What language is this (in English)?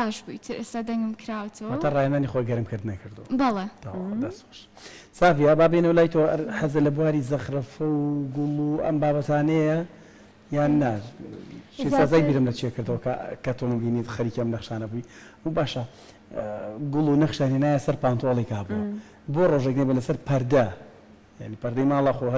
Central Kurdish